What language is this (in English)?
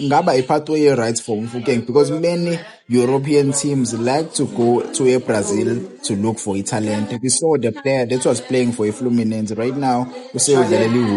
Zulu